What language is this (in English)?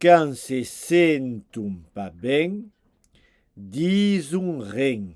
Occitan